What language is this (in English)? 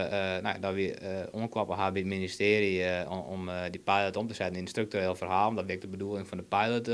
Western Frisian